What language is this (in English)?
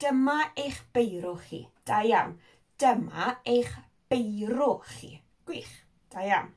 Welsh